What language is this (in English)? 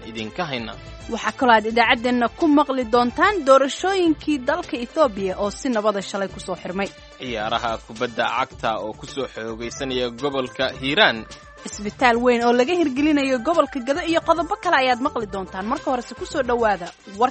Somali